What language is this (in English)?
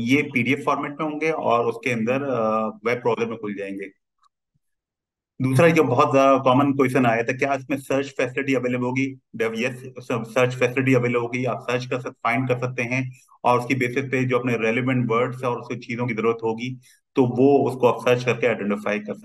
Hindi